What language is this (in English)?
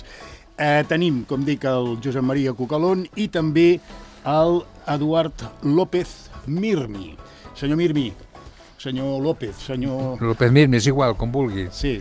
Catalan